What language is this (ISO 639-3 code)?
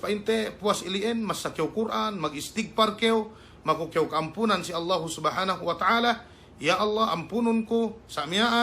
yka